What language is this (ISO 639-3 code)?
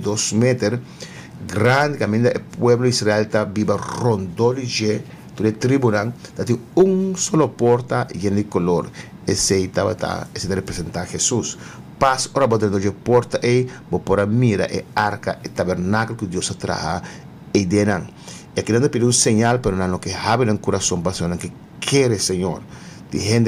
pap